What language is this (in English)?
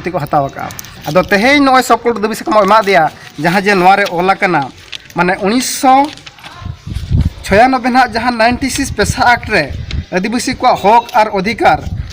Santali